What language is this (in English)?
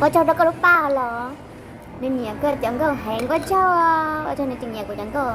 Hmong